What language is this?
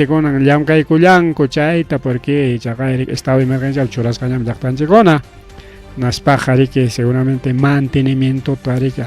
Ayacucho Quechua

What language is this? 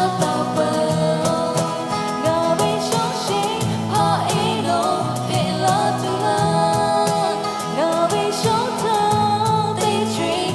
Lahu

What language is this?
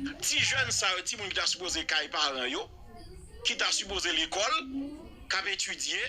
Haitian Creole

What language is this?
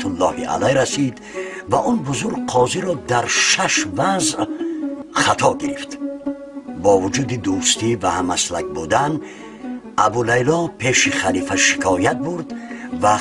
Tajik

